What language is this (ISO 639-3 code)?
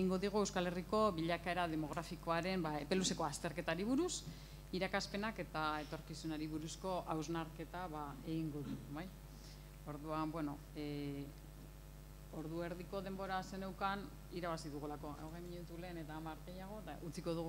eus